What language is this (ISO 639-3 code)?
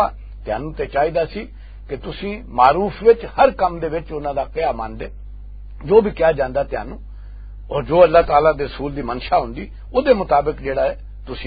lah